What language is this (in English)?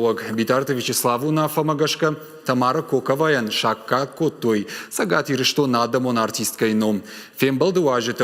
Ossetic